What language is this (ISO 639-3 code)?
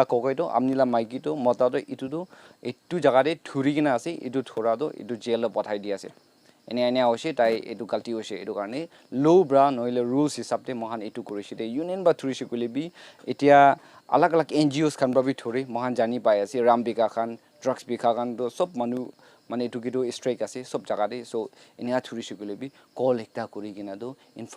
nag